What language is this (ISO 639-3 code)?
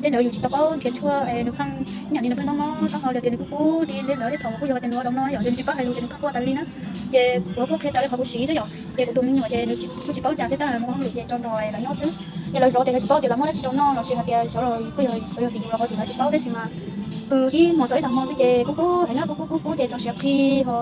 hmn